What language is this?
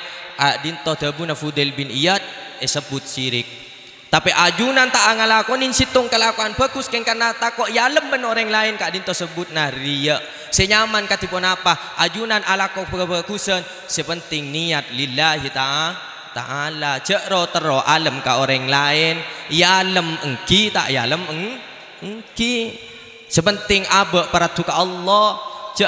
Madurese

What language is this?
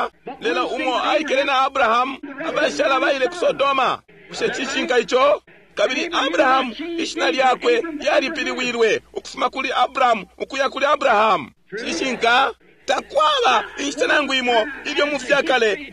Bemba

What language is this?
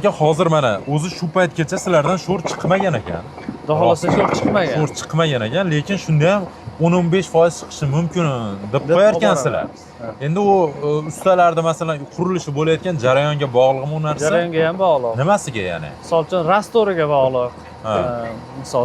Uzbek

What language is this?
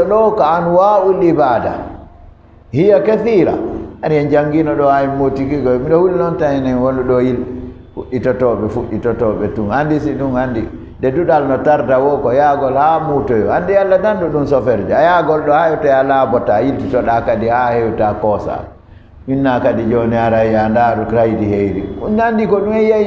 Fula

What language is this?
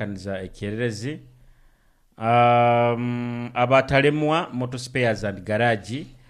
Nyoro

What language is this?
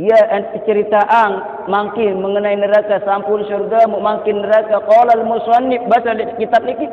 Sasak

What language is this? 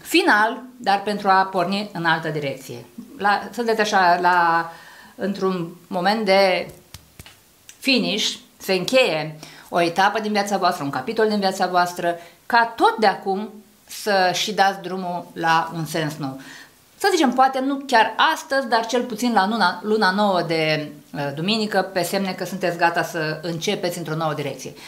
Romanian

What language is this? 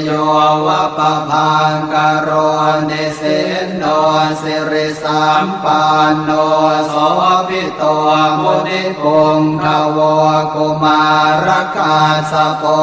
Pali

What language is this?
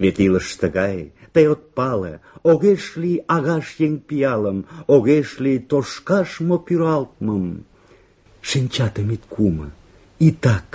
Mari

